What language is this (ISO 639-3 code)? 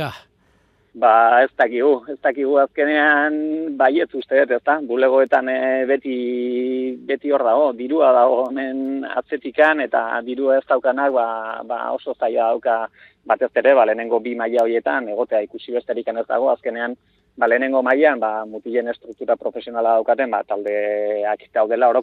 eus